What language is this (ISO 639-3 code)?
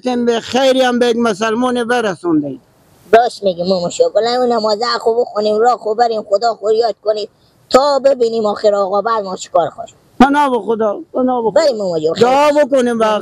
fas